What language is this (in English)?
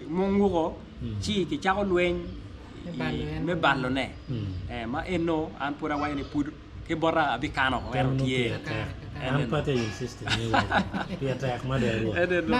Acoli